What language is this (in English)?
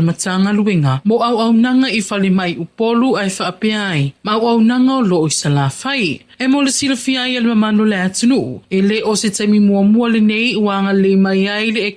Samoan